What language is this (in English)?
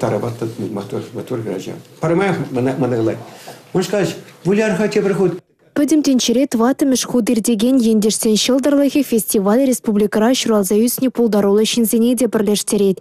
Chuvash